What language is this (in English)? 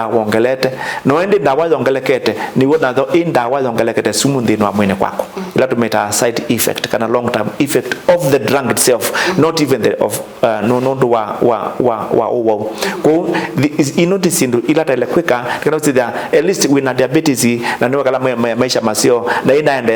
Kamba